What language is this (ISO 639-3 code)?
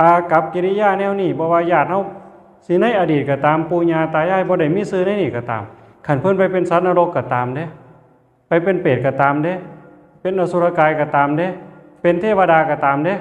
tts